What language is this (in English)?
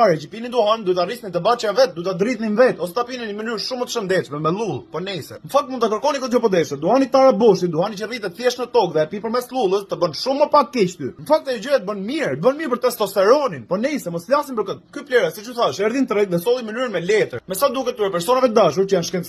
Albanian